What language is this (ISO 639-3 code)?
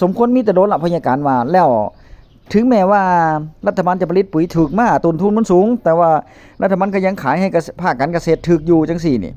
tts